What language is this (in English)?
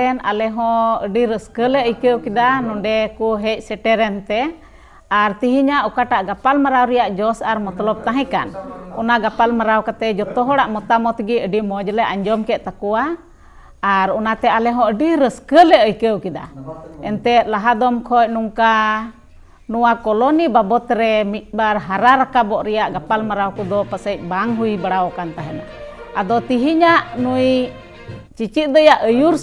Santali